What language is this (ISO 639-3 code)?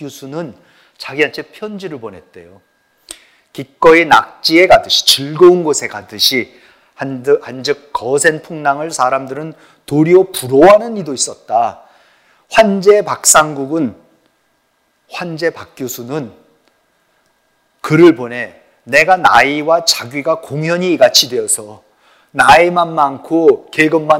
kor